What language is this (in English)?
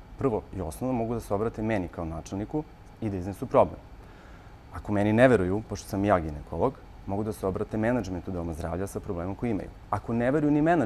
Serbian